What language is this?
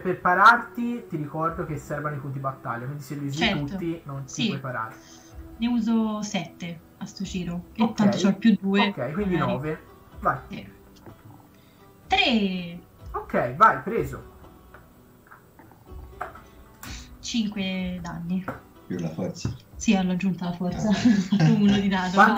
Italian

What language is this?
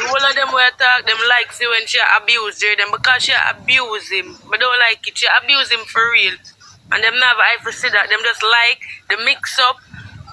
Jamaican Creole English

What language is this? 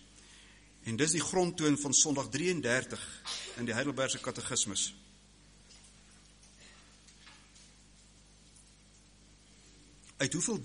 Afrikaans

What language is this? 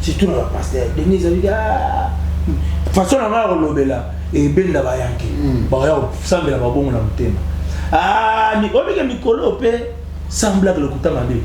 Lingala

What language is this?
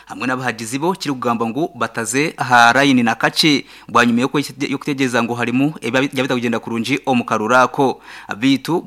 Nyankole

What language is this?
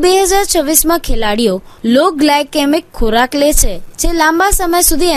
Gujarati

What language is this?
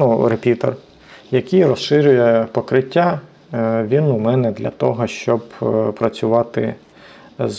Ukrainian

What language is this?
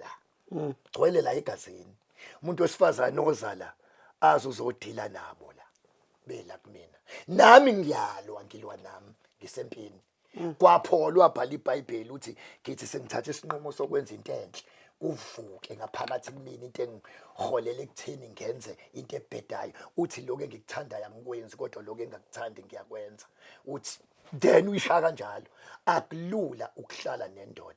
Zulu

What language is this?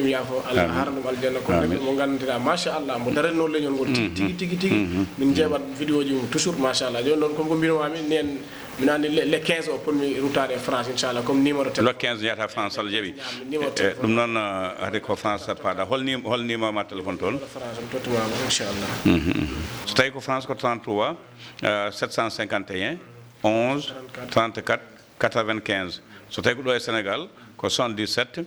Fula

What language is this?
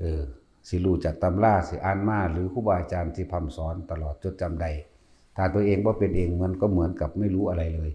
Northeastern Thai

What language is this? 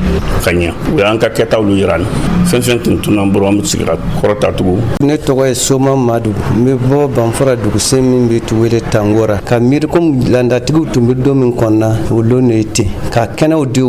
Dyula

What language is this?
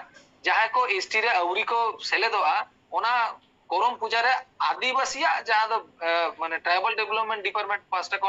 Santali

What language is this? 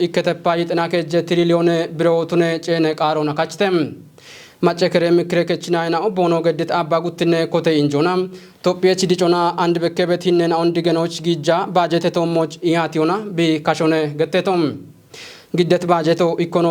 Kafa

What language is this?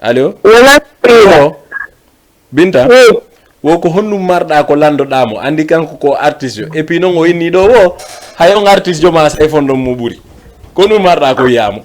Fula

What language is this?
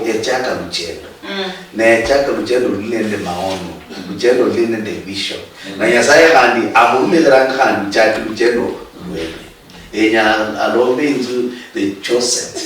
Luyia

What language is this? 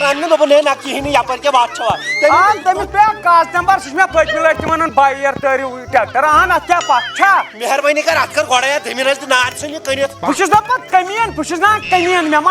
Kashmiri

